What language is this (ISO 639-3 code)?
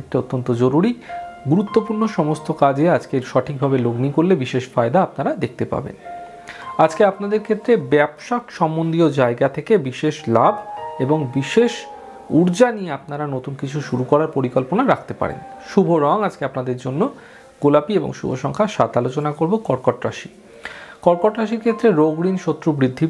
ben